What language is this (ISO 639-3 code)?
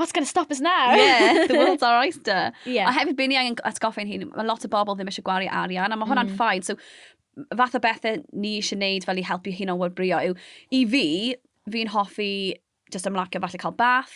cym